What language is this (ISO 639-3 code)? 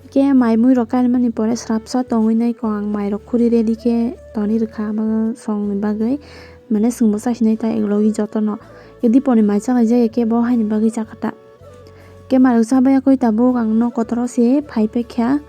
trp